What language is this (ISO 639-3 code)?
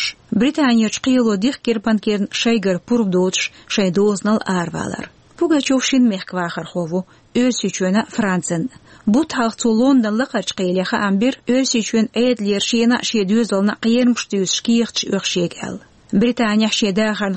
che